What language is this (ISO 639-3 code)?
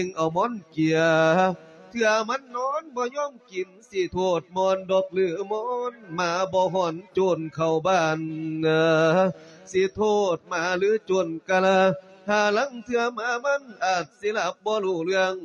lao